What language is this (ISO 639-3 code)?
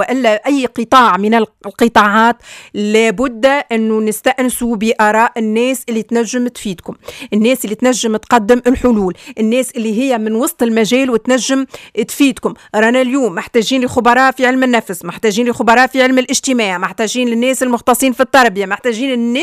aeb